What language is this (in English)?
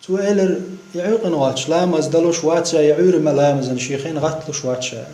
Chechen